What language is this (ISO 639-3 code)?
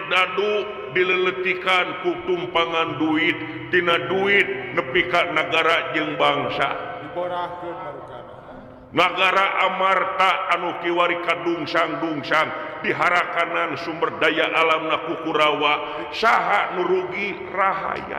sun